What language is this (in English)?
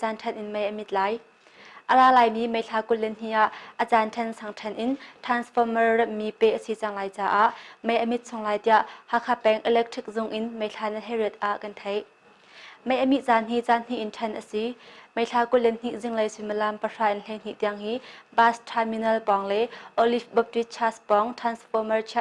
Hakha Chin